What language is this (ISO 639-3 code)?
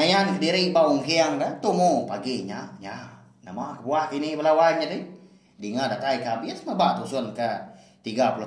iba